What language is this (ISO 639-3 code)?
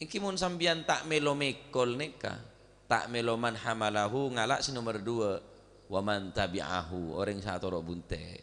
mad